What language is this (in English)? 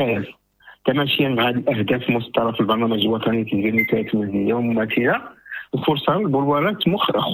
Moroccan Arabic